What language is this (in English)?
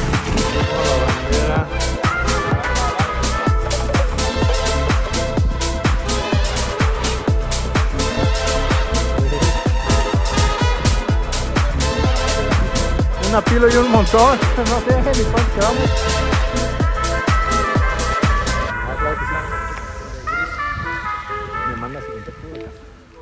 Spanish